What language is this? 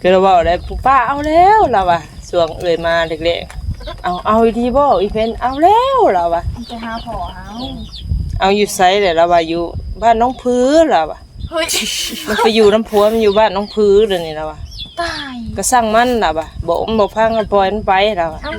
Northeastern Thai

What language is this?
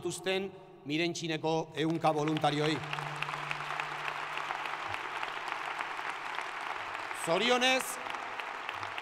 Basque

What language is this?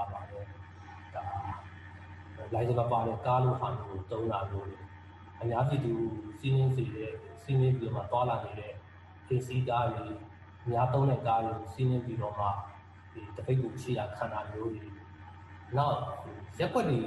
Burmese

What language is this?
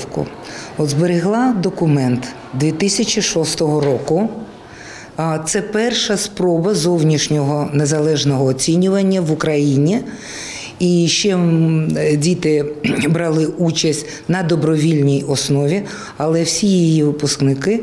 Ukrainian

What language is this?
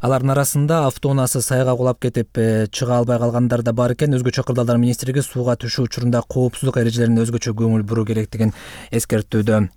Kyrgyz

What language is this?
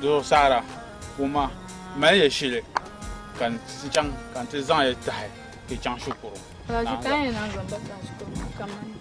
Dagbani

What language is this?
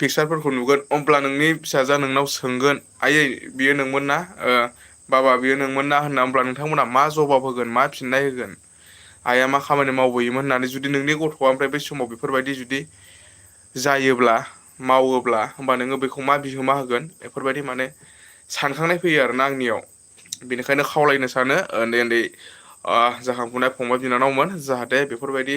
Bodo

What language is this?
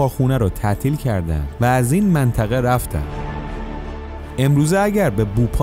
Persian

